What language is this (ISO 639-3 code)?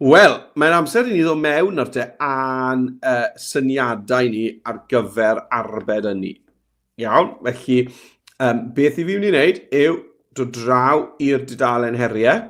cym